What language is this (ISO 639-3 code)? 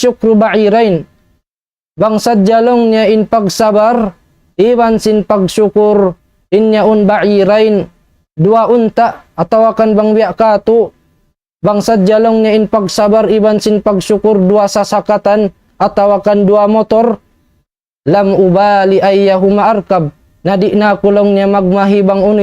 tsg